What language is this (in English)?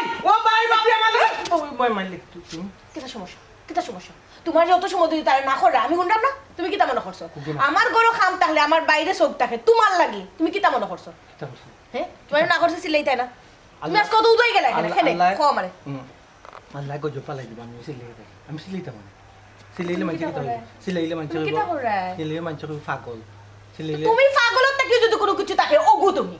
Sylheti